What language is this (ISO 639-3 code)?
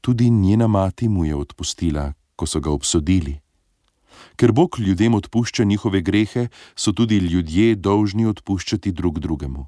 slv